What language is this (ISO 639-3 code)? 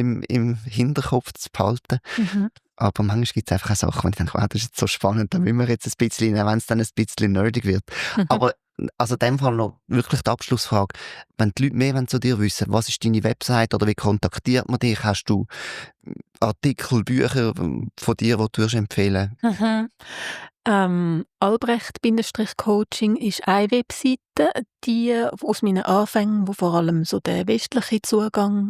gsw